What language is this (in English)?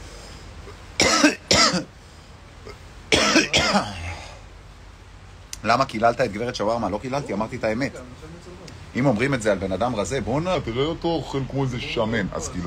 Hebrew